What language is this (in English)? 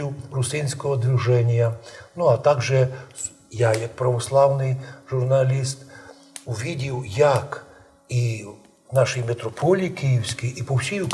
Rusyn